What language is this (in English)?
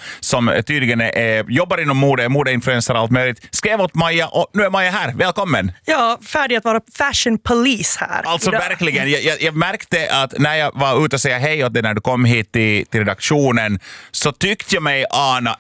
Swedish